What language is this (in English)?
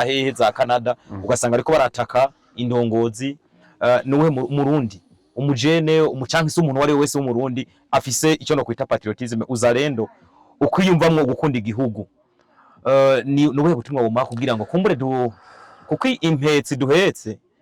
Rundi